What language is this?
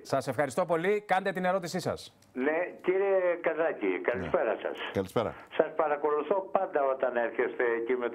Greek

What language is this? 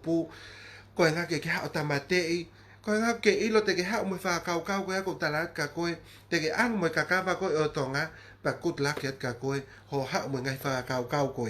Tongan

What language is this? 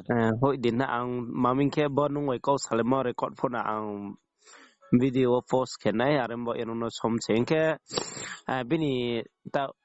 Riang (India)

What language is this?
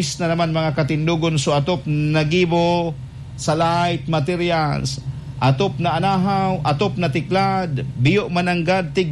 Bikol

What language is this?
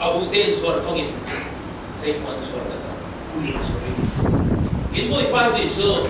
Falam Chin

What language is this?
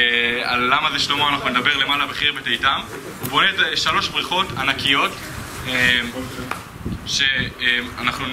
Hebrew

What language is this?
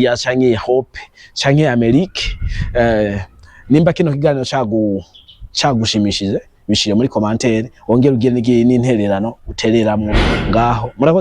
Rundi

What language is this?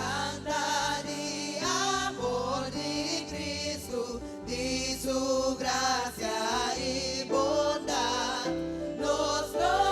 Papiamento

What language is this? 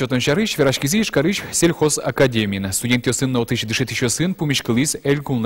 Udmurt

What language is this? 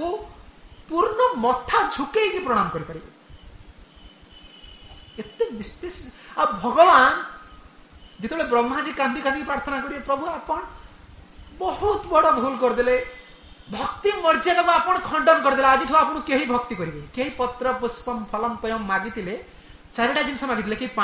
Odia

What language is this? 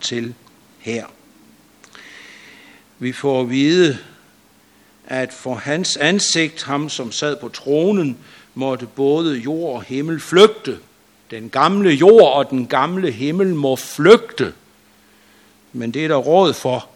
Danish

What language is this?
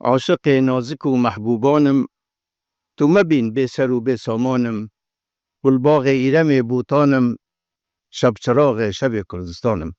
Kurdish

